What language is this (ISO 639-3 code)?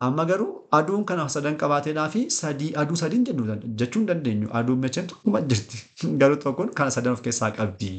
orm